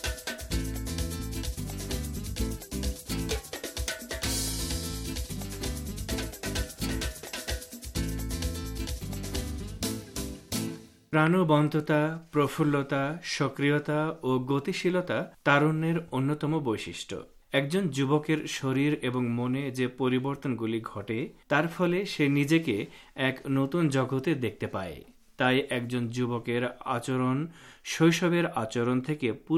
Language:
Bangla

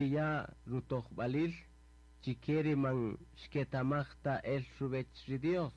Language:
Kaqchikel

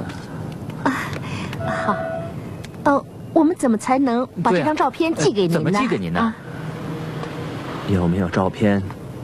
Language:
Chinese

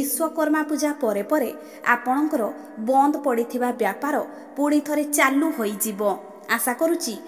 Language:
Odia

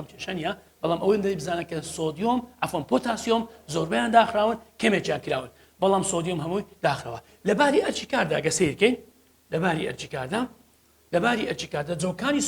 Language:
Central Kurdish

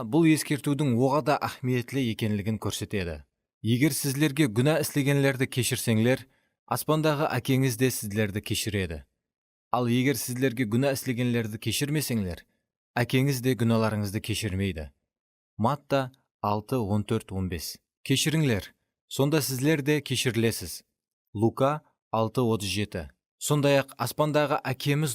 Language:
Kara-Kalpak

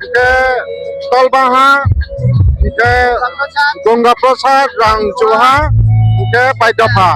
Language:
Riang (India)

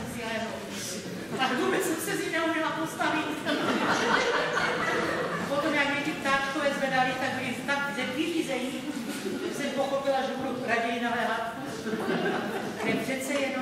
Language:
Czech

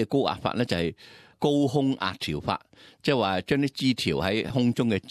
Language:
Cantonese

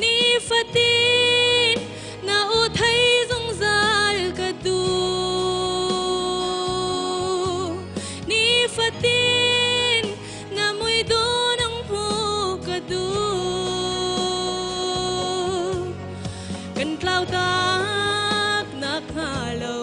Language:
Hakha Chin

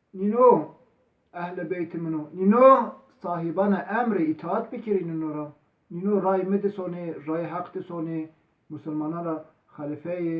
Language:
Zaza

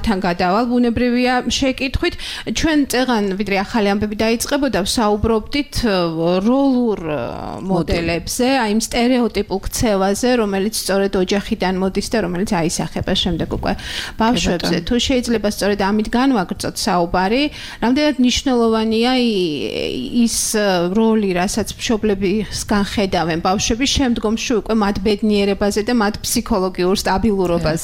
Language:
Georgian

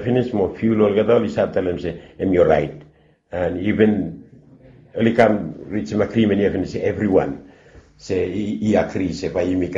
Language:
Bislama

